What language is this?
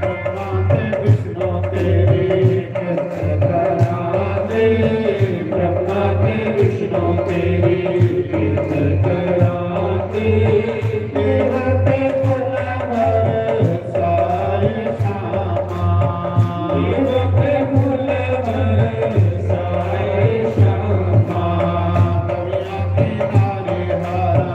Dogri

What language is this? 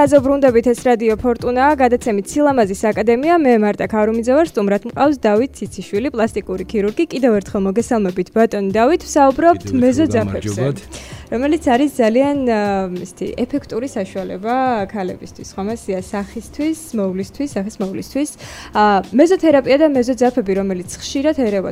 Georgian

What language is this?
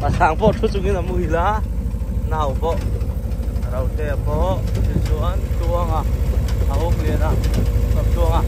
Mizo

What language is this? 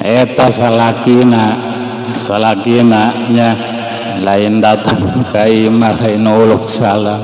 Sundanese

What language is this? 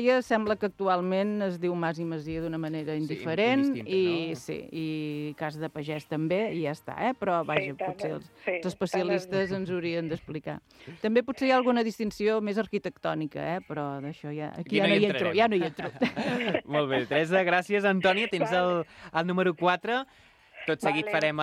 Catalan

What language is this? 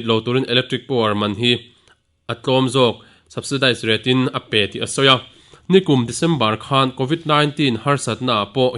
Mizo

